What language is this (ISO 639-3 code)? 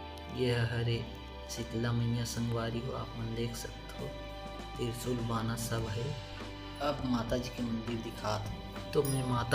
hne